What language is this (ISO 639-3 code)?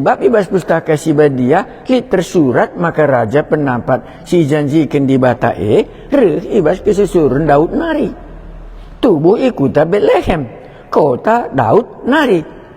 btx